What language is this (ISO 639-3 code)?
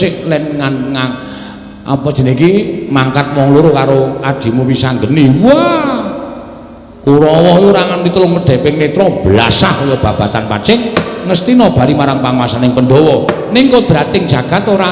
jav